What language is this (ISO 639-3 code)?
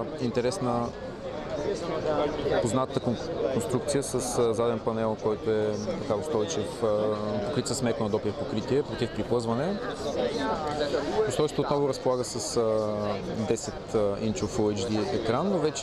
bul